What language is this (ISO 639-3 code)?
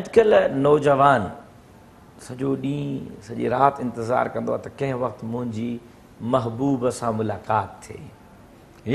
snd